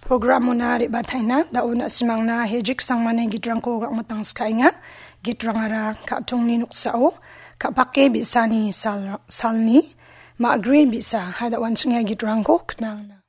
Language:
Garo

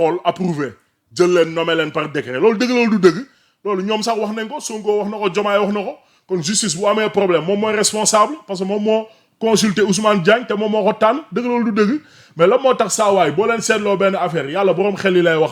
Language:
Wolof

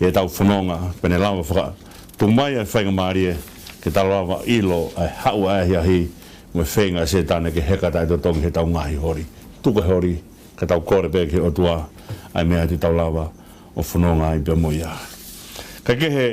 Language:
Tongan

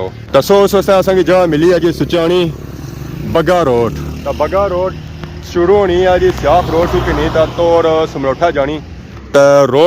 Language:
Pahari-Potwari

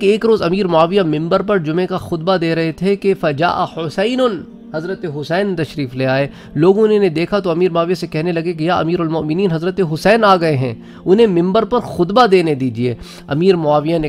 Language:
Urdu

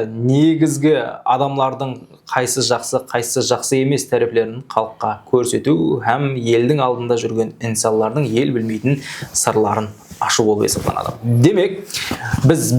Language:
Kara-Kalpak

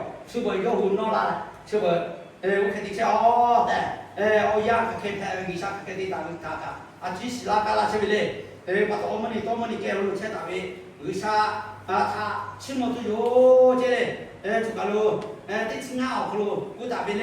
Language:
Lahu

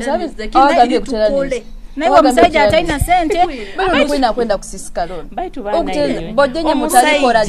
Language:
Nyoro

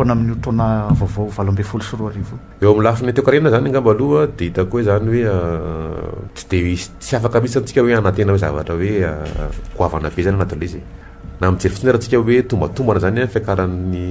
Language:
Malagasy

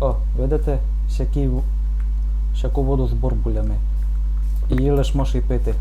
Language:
Rusyn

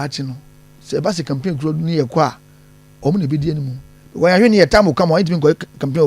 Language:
Akan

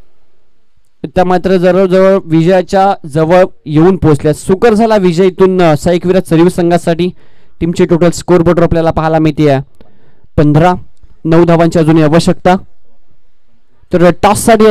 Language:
Marathi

